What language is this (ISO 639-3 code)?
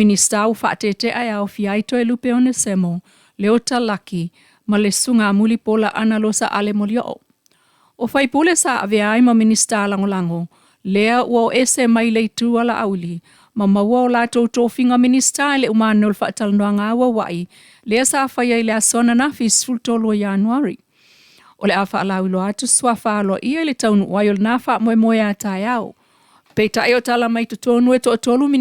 smo